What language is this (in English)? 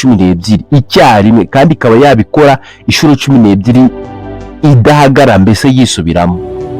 Kinyarwanda